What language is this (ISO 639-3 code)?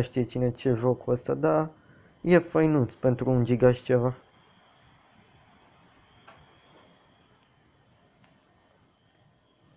ron